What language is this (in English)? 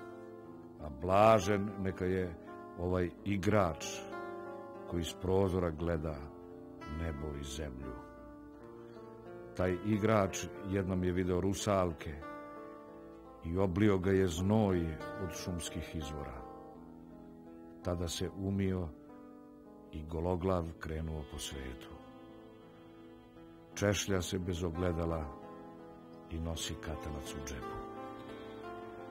Serbian